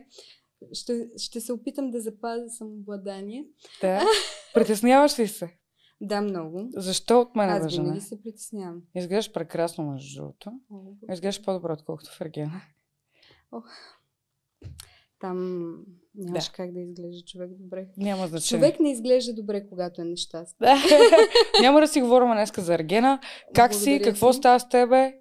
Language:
Bulgarian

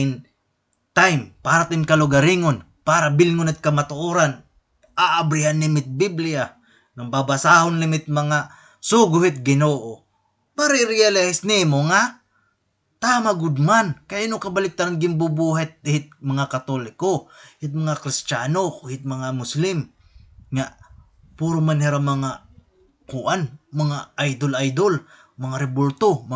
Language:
Waray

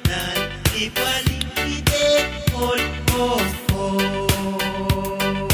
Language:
Pohnpeian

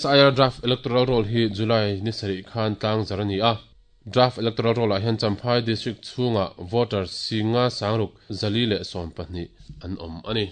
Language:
Mizo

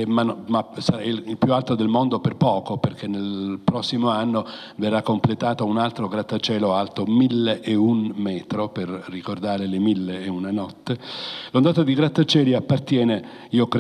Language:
Italian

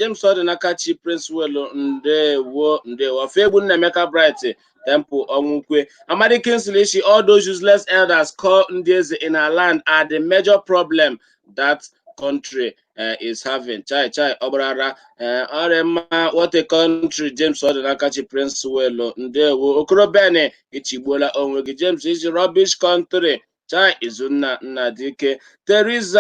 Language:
Igbo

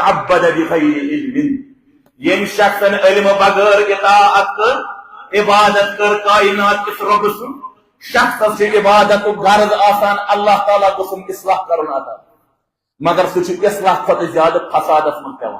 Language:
Kashmiri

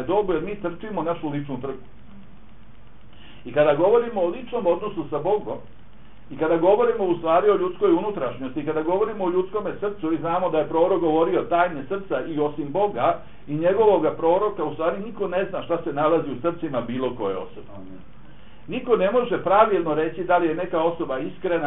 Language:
Bosnian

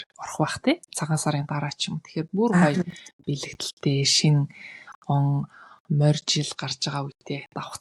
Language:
Mongolian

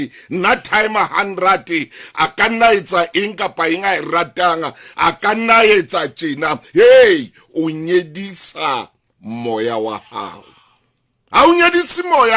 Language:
Southern Sotho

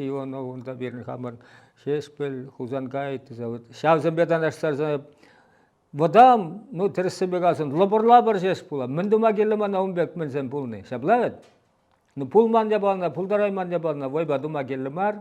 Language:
Chuvash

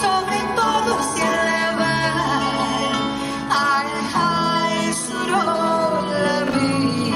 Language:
Ladino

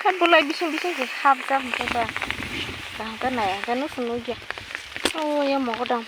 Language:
Kok Borok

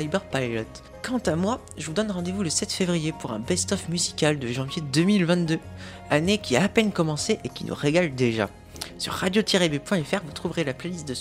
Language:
French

